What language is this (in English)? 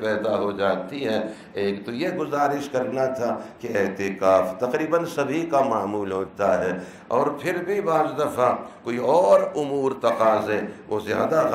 Urdu